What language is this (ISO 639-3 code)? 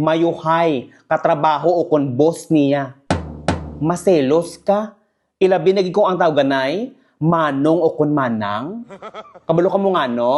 hil